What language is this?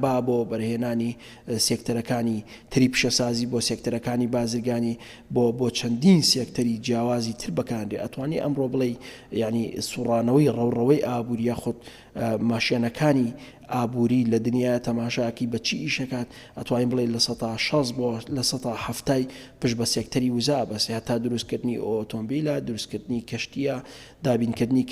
Central Kurdish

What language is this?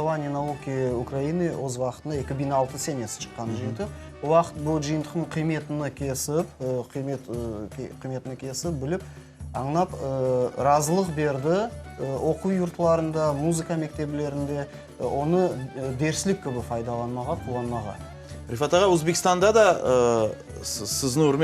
Crimean Tatar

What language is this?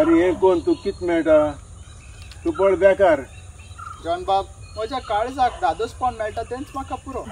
Konkani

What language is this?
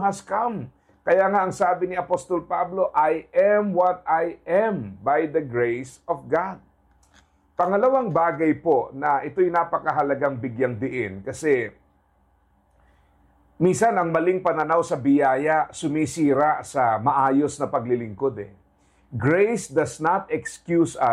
Filipino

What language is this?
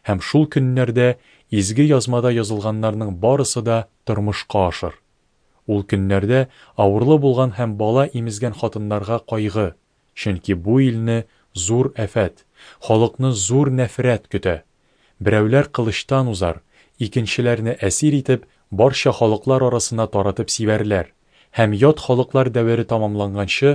Tatar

